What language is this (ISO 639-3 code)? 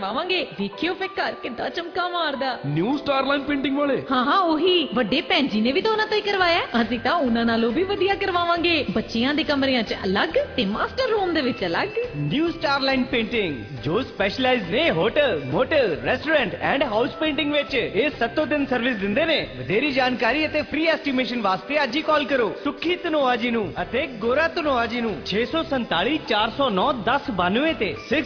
pan